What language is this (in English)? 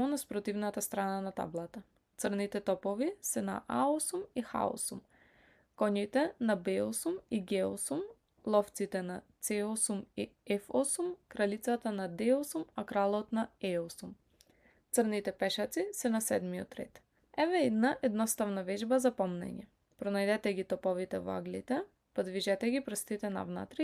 Macedonian